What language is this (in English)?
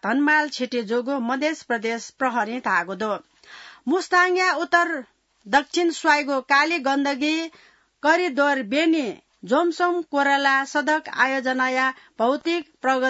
Newari